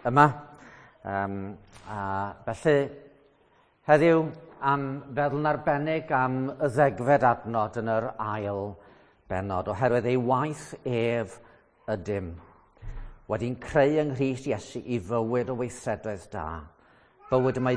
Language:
Welsh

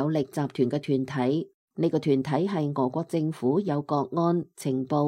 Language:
Cantonese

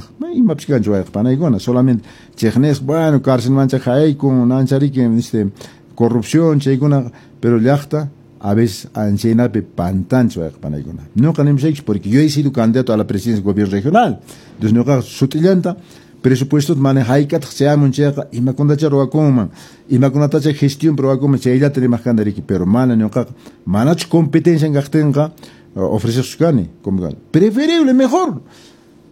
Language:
Quechua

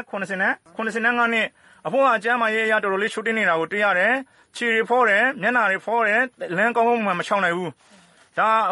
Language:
Burmese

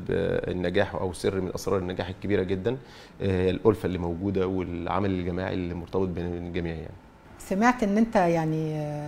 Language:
Egyptian Arabic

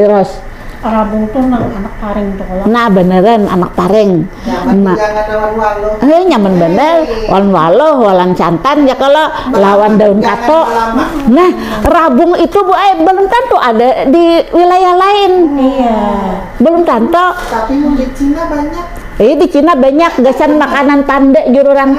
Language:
Banjar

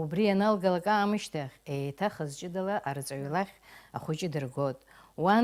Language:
Abkhazian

